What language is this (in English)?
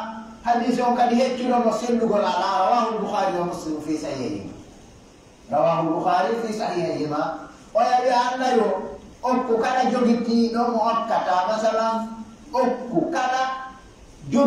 Pular